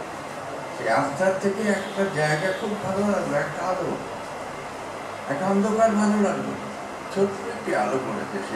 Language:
Bangla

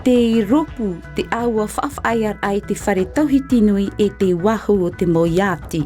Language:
Tahitian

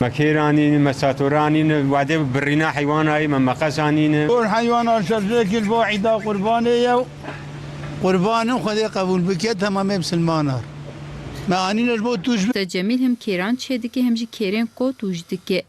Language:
Kurdish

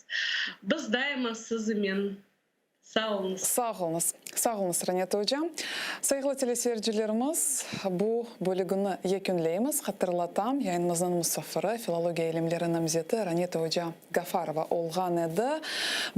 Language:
Crimean Tatar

